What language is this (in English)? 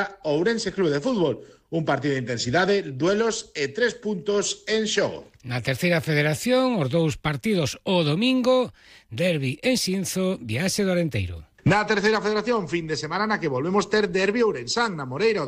Galician